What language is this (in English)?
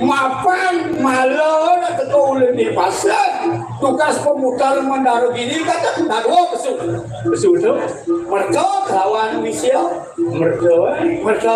Balinese